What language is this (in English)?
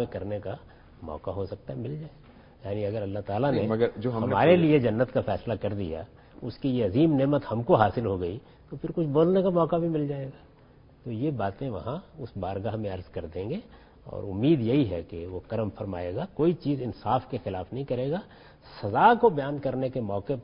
Urdu